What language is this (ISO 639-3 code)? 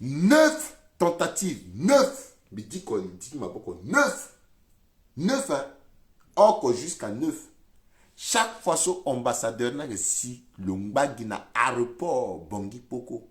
sag